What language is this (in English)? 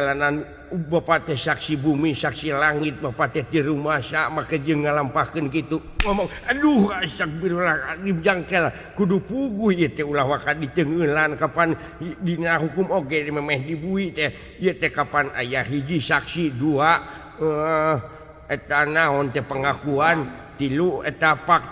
Sundanese